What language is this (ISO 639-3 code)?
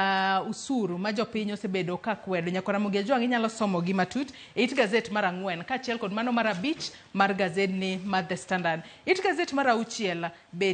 luo